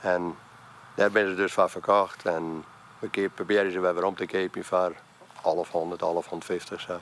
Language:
Western Frisian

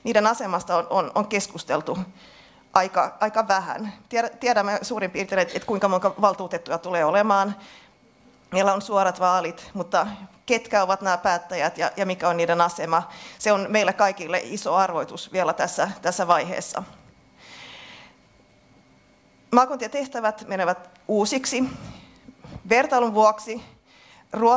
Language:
Finnish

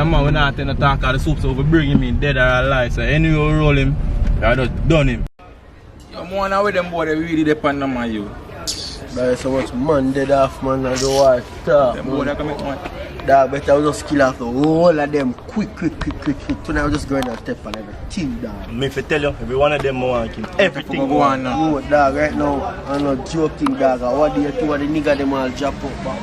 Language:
Jamaican Creole English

